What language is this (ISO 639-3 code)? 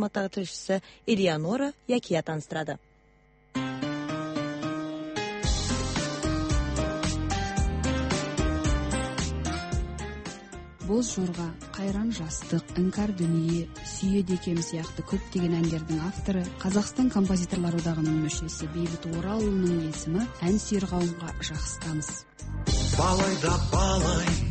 kaz